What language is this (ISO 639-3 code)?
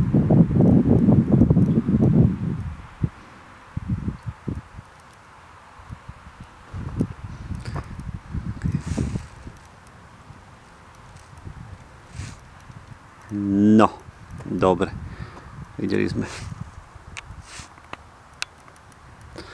slk